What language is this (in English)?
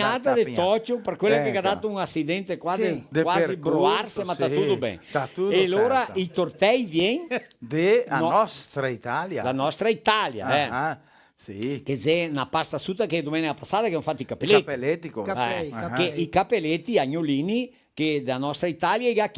Venetian